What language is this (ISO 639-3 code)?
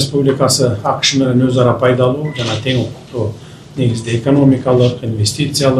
kir